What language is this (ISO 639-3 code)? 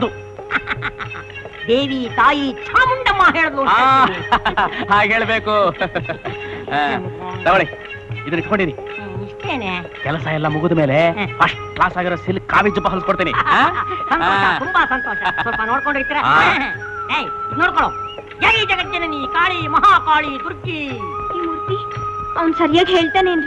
kan